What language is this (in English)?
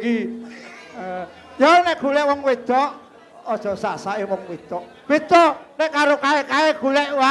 Javanese